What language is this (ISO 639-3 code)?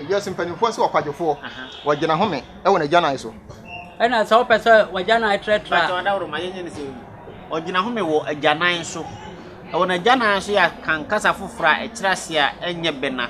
aka